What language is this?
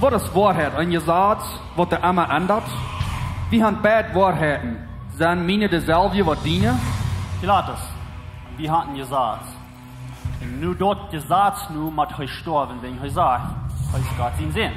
Plautdietsch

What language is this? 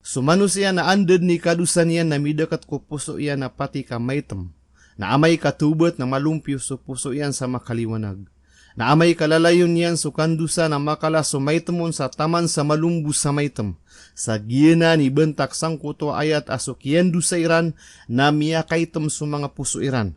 Maranao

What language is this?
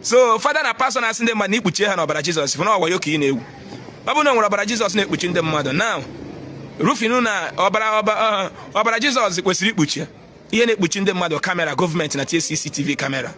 Igbo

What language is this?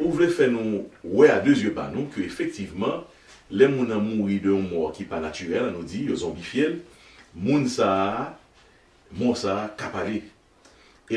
Haitian Creole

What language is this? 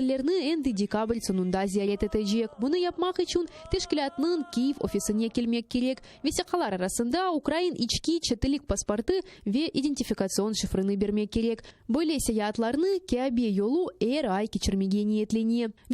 Crimean Tatar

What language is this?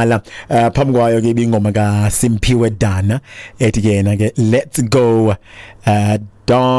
Xhosa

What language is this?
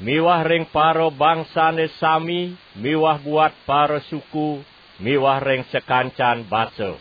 Balinese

